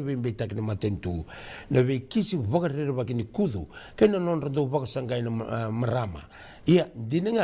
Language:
Fijian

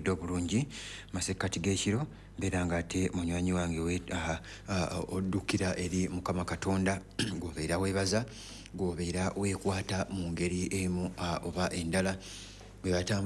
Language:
Ganda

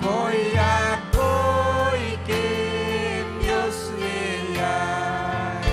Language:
Ayacucho Quechua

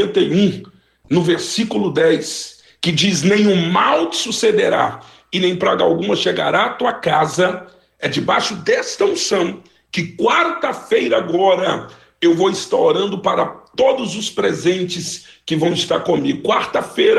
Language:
Portuguese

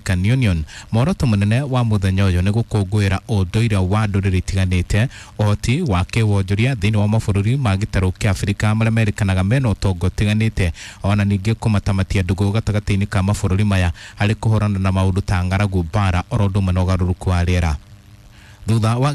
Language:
Kikuyu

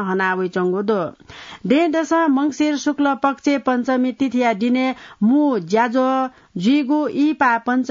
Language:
Newari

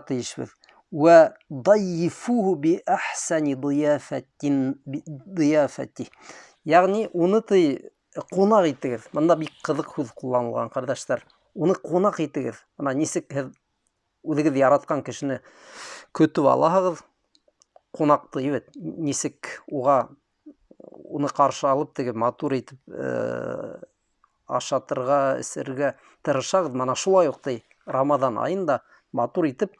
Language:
Bashkir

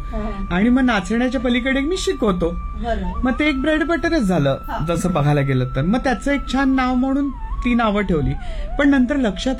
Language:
Marathi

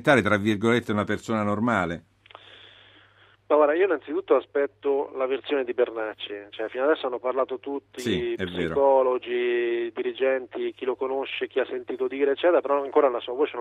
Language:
Italian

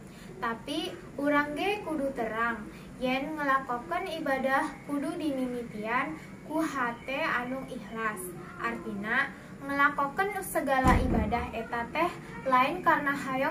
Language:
Sundanese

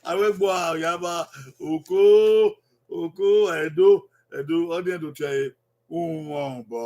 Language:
Bini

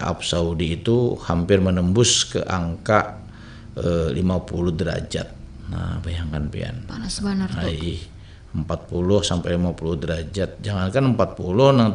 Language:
Banjar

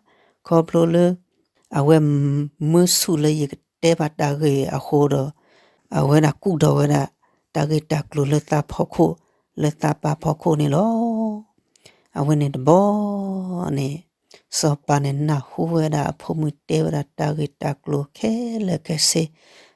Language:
S'gaw Karen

